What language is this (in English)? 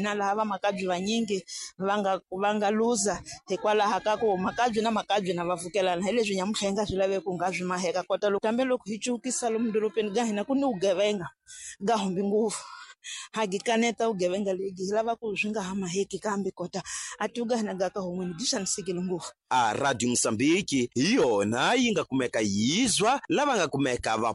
Tsonga